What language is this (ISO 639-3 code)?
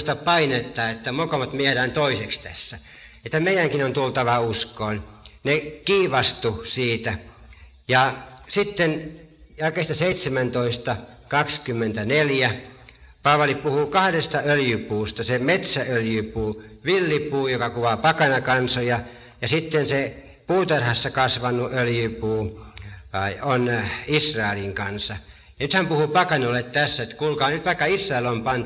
fin